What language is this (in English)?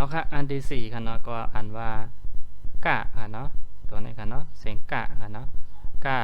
Shan